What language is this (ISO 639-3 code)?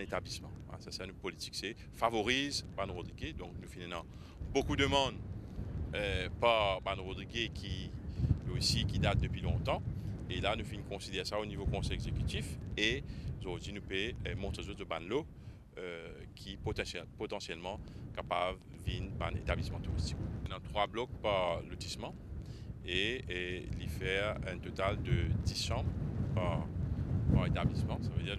mfe